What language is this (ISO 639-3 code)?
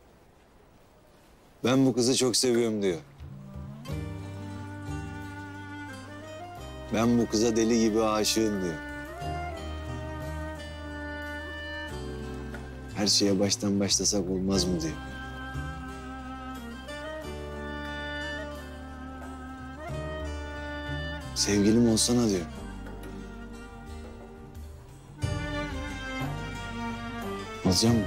tur